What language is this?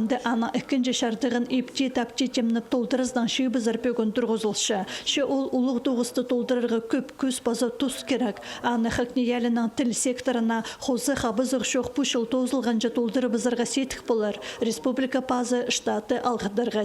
Khakas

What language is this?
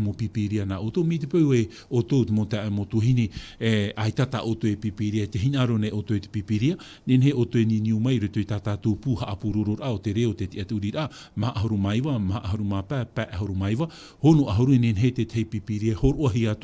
Tahitian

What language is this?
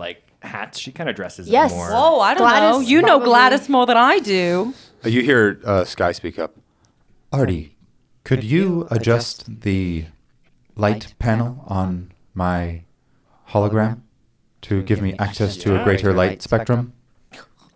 English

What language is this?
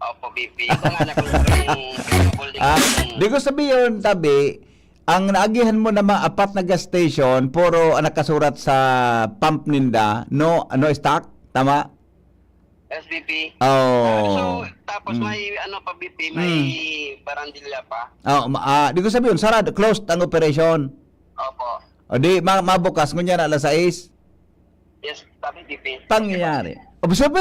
Bikol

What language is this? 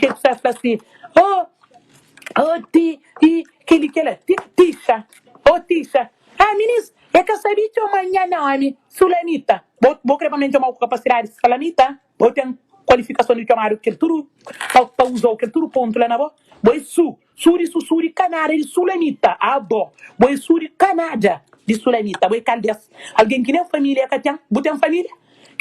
Kabuverdianu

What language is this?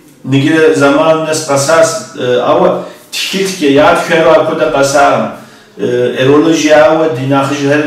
Kabardian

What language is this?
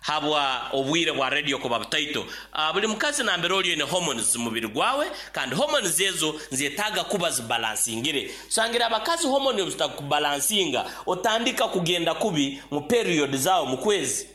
Nyoro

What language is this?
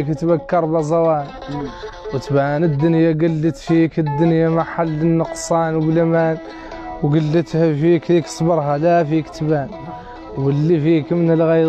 Hassaniyya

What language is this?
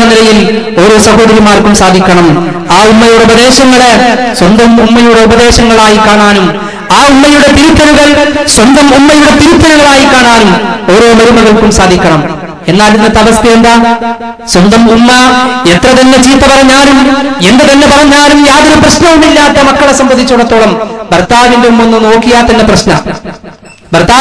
Malayalam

